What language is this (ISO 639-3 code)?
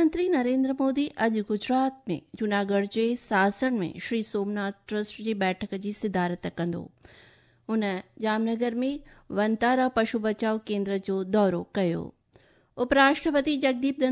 snd